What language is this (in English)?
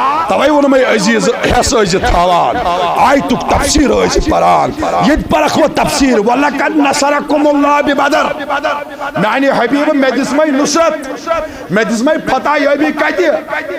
Kashmiri